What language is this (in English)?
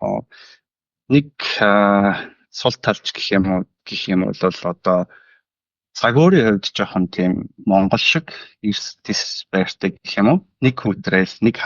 Mongolian